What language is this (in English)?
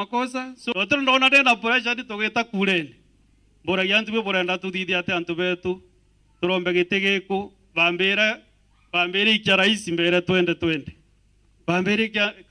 Meru